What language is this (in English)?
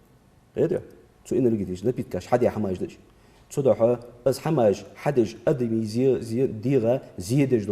Ingush